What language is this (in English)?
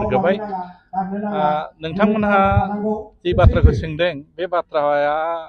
Bodo